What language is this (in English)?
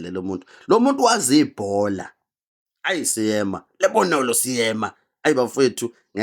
Zulu